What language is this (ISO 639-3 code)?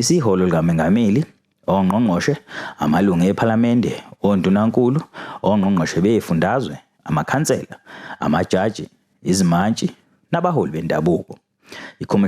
zul